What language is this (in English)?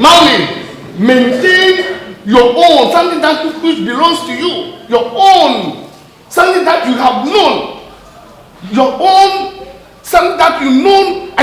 Ewe